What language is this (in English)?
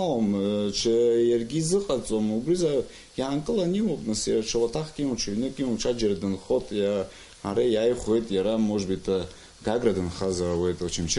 Abkhazian